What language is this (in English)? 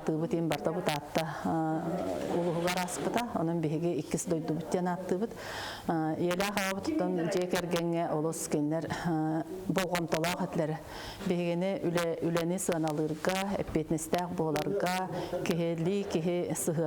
Yakut